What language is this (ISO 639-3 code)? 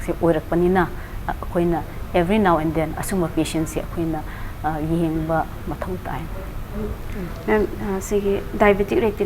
mni